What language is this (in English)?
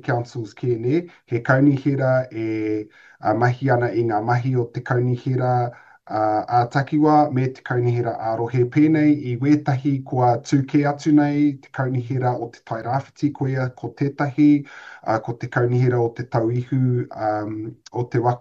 Māori